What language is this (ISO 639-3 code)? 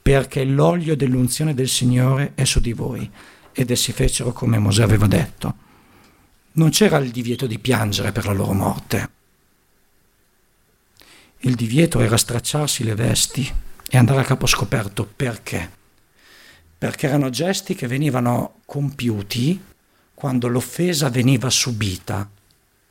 ita